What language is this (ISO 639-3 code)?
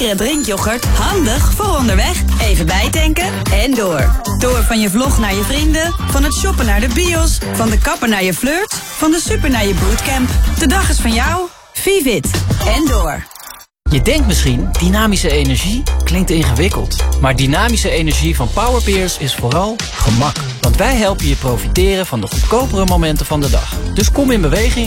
nld